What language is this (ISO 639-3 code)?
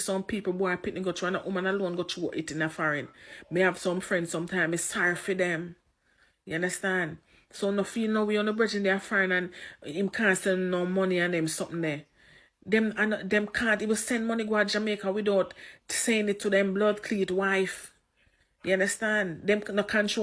jam